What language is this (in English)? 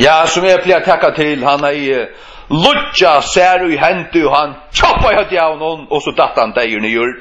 Faroese